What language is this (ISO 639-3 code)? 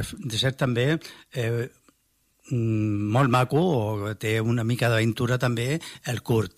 cat